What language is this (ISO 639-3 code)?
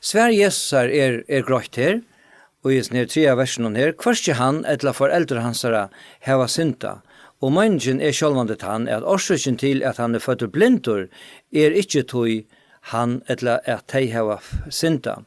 fao